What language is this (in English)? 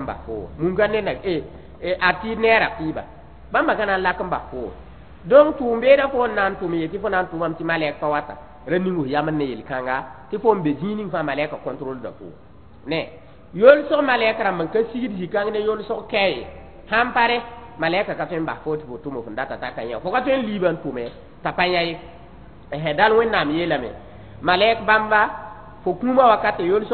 Mossi